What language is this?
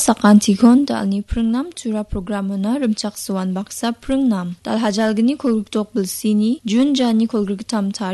Garo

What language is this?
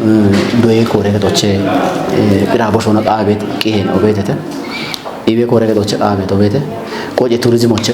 Kafa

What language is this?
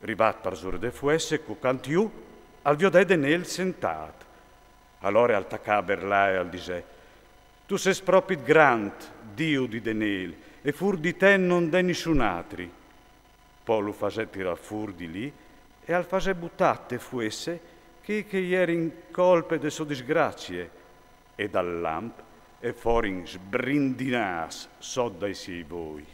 Friulian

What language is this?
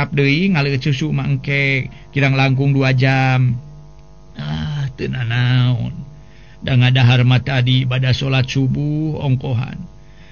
Sundanese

